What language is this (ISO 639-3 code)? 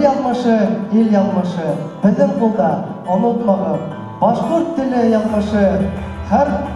bak